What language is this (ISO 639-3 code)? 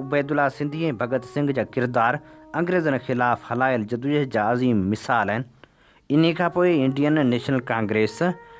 snd